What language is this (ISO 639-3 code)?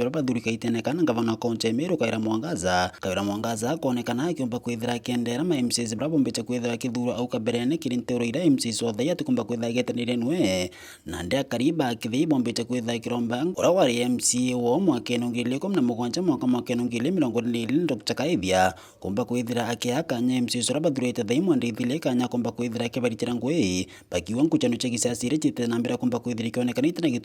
mer